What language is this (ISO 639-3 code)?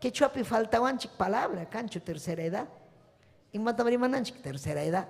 quy